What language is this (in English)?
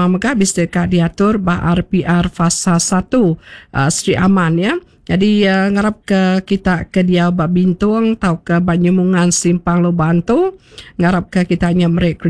Iban